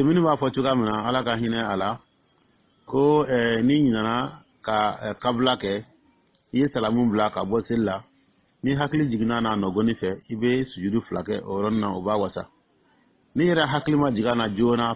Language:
Dyula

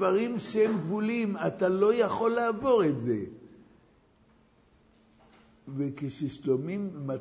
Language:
Hebrew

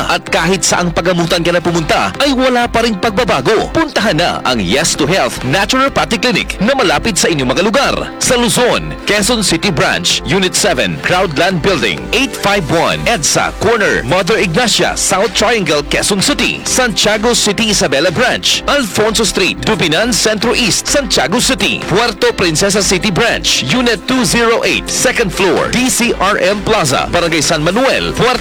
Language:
Filipino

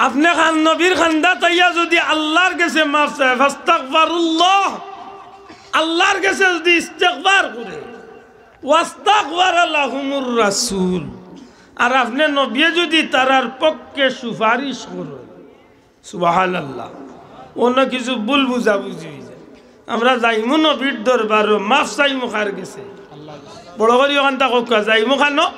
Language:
Sylheti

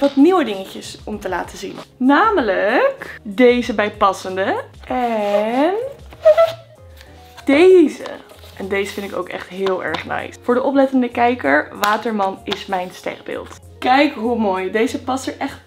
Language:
Dutch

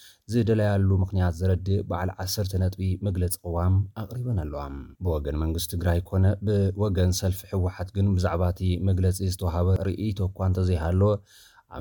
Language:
Tigrinya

